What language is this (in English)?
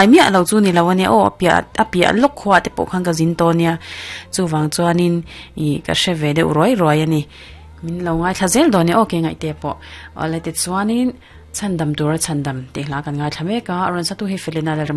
Mizo